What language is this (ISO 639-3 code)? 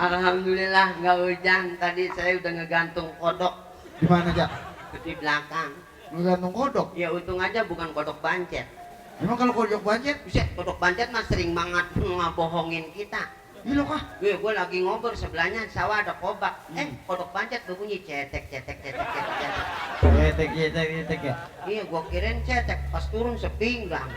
bew